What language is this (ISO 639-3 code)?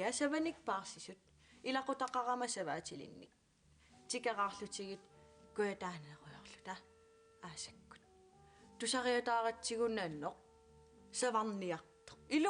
kal